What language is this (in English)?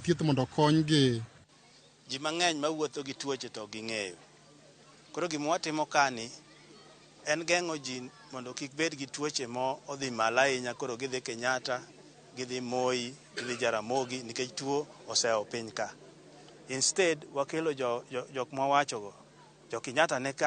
Luo (Kenya and Tanzania)